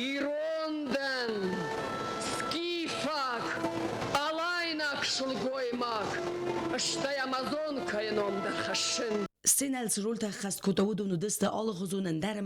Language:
Ossetic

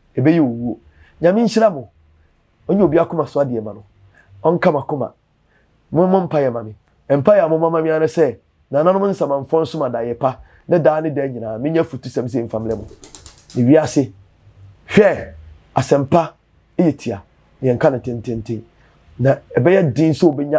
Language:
Akan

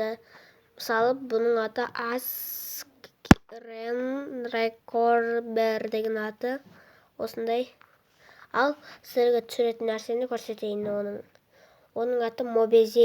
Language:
Kazakh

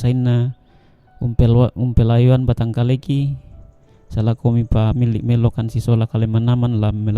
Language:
Toraja-Sa'dan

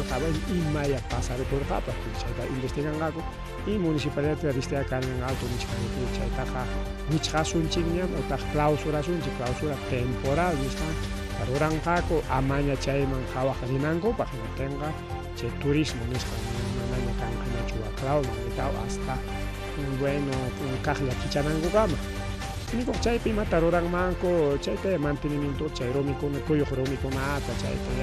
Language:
Ayacucho Quechua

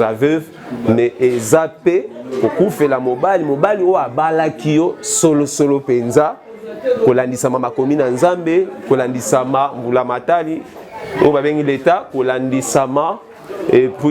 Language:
Lingala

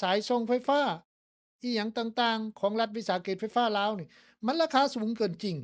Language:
Lao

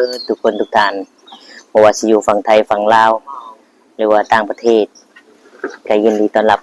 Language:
Lao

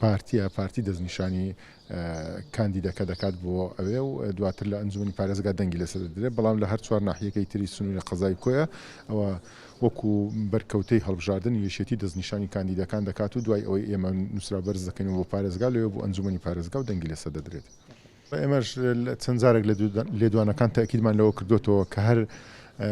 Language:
Central Kurdish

